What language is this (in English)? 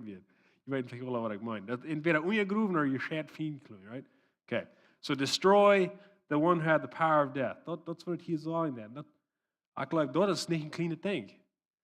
Plautdietsch